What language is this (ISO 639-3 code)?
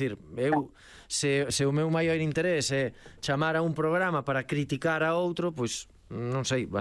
glg